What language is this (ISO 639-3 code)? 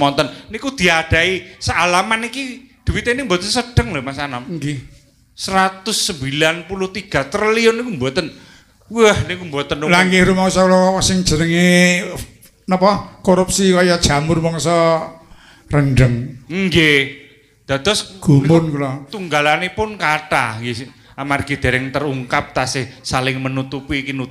jav